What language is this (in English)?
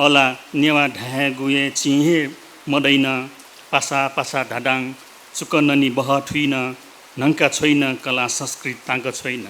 Newari